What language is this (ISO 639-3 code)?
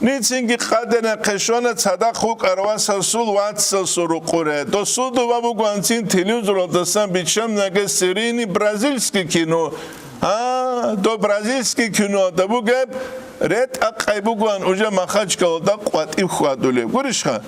ava